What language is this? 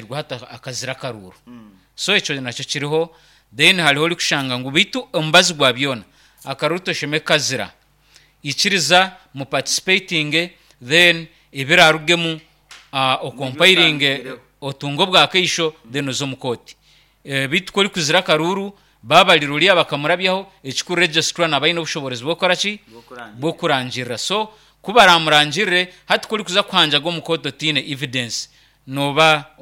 Nyankole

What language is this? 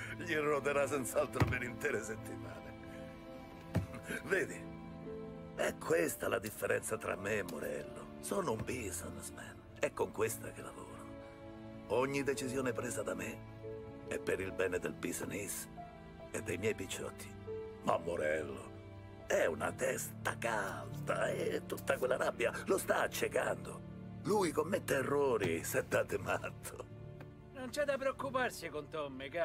Italian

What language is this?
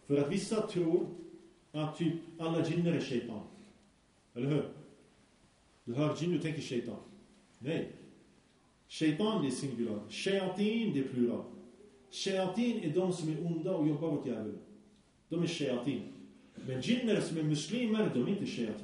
Swedish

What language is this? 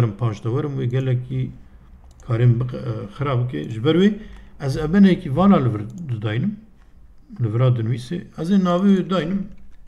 Kurdish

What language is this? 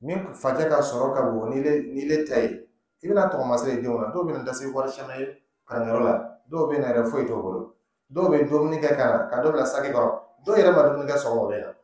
Dyula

